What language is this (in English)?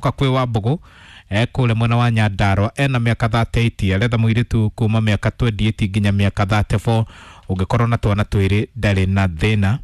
Kikuyu